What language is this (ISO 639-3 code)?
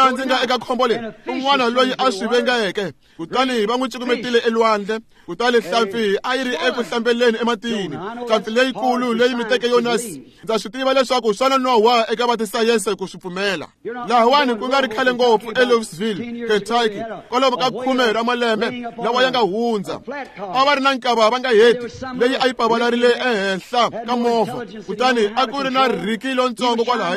tso